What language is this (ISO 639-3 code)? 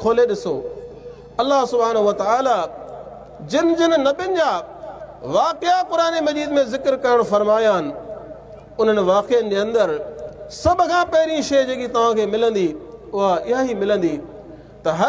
snd